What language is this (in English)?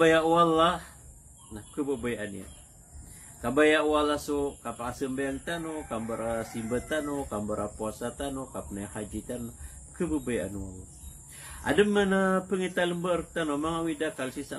Maranao